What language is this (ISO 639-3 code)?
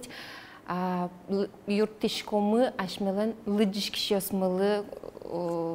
udm